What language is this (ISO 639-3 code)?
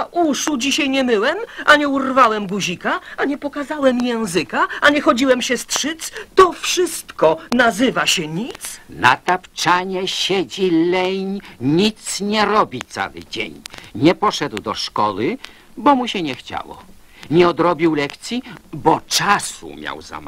pol